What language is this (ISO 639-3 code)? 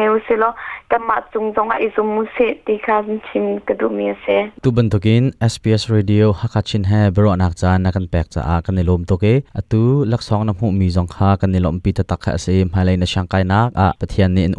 cnh